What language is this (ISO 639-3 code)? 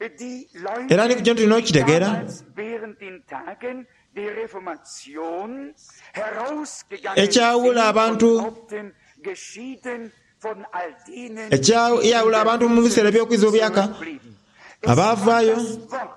xog